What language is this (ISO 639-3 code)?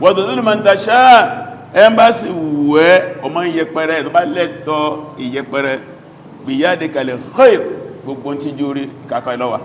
yor